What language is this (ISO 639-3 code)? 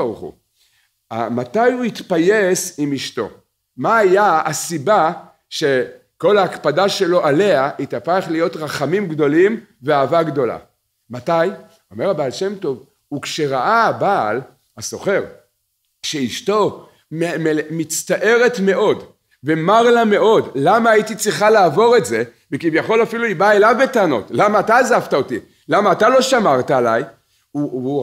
heb